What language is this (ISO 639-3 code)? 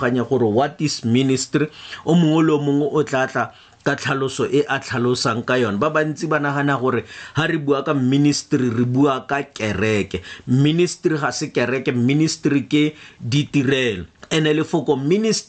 tsn